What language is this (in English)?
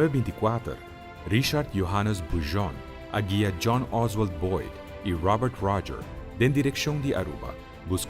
Papiamento